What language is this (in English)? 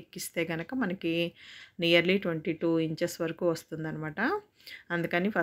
Telugu